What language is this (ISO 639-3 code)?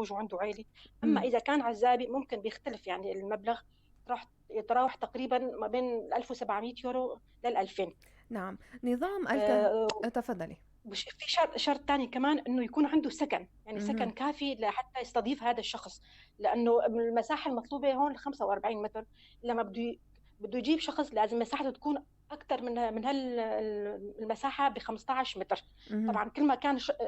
apc